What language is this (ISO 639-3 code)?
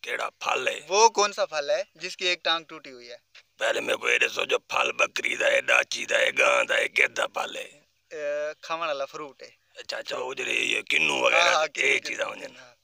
skr